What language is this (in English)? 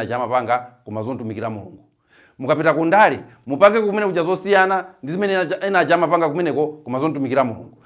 Nyanja